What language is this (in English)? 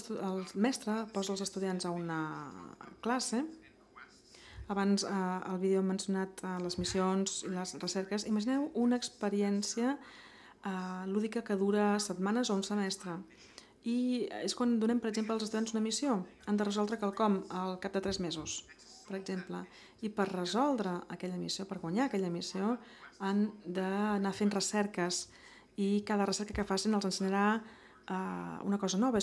Catalan